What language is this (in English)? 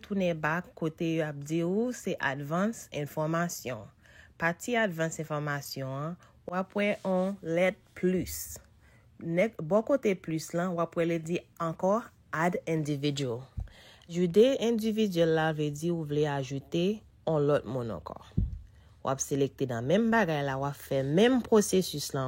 Haitian Creole